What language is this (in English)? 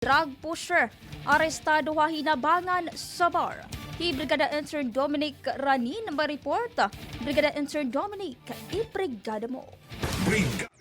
Waray